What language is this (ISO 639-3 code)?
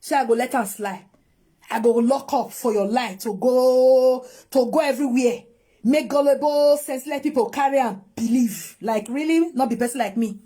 pcm